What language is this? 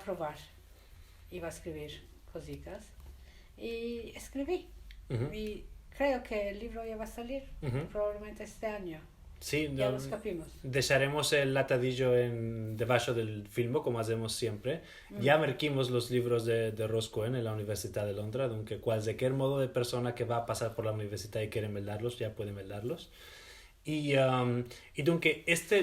Ladino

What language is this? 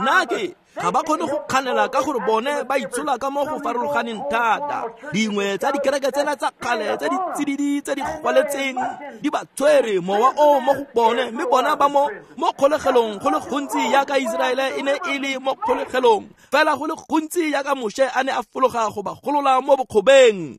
Tswana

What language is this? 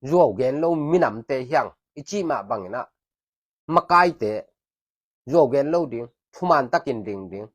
Tedim Chin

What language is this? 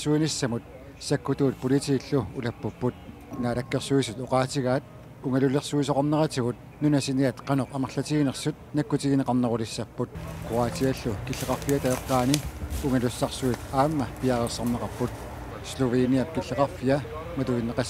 Kalaallisut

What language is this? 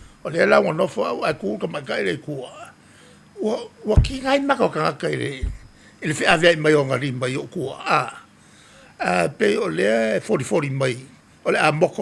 Samoan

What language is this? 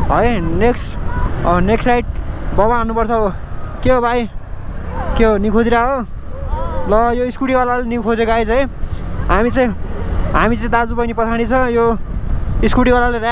Nepali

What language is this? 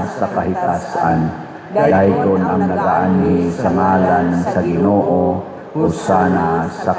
Cebuano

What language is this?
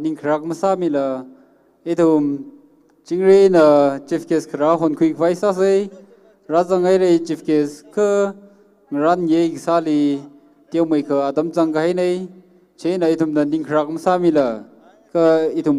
Tangkhul Naga (India)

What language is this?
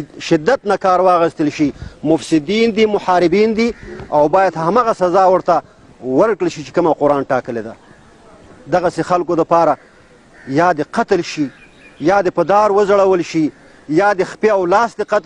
Pashto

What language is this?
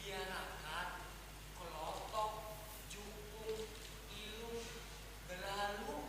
Banjar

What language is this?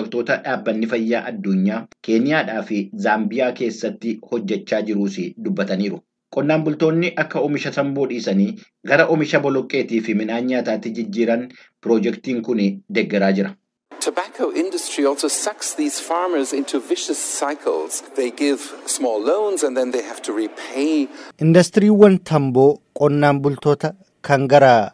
Oromo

